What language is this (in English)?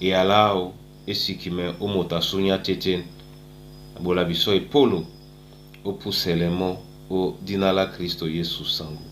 Duala